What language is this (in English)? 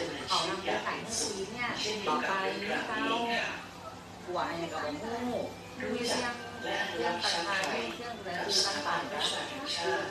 Thai